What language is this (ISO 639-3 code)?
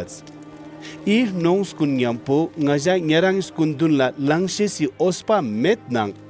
lbj